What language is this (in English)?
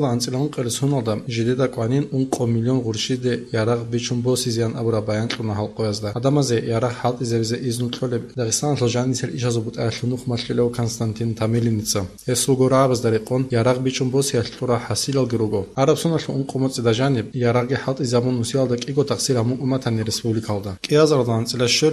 Avaric